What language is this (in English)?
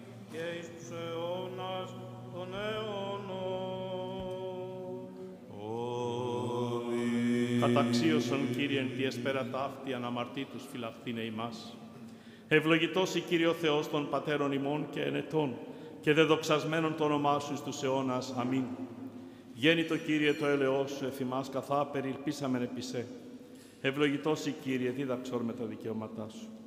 Greek